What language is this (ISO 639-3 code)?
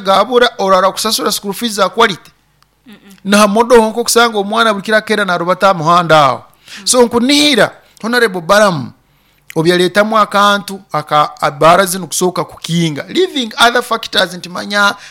nyo